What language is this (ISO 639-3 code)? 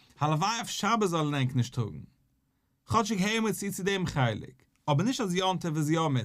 yid